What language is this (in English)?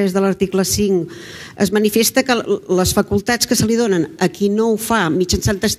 Catalan